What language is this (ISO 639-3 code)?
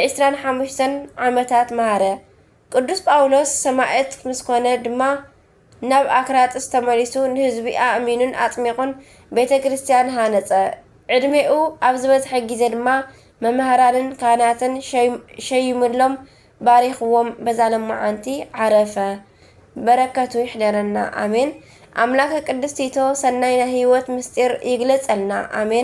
tir